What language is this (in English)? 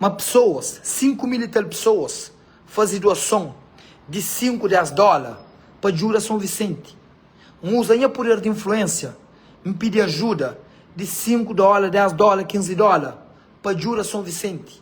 Kabuverdianu